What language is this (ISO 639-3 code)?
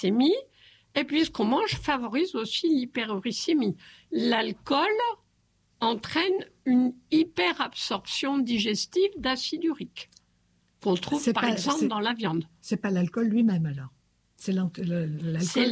fra